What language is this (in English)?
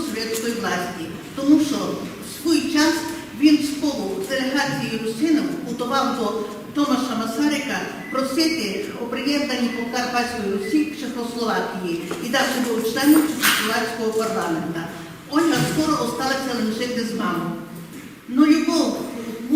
Rusyn